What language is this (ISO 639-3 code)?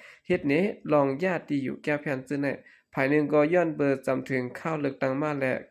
shn